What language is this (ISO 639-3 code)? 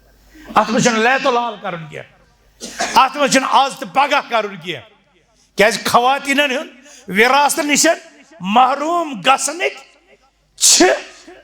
kas